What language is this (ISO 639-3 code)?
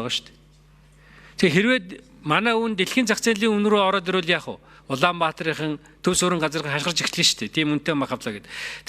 mon